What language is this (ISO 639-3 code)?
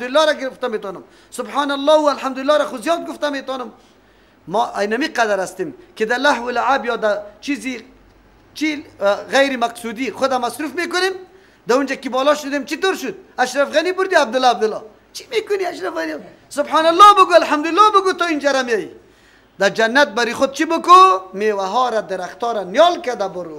fas